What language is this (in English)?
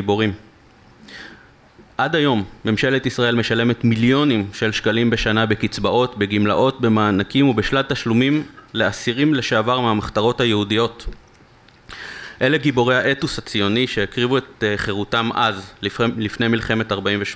Hebrew